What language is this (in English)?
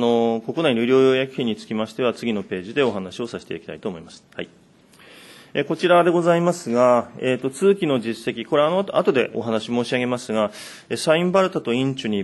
Japanese